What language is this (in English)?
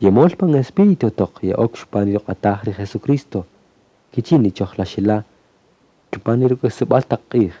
Kaqchikel